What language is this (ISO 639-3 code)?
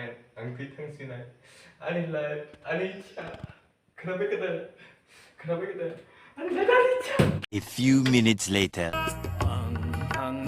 trp